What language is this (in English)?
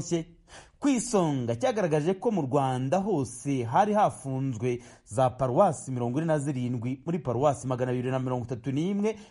Kinyarwanda